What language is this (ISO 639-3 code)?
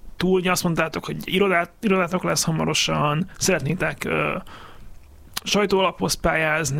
hun